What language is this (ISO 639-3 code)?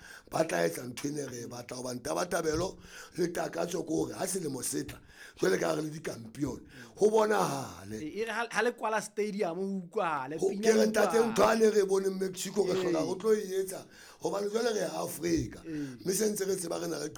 sot